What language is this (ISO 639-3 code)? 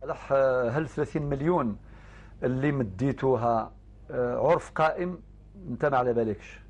arq